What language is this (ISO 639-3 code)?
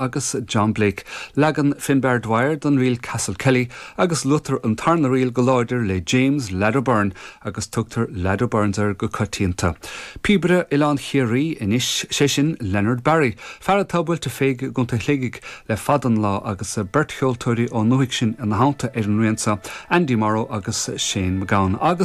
gle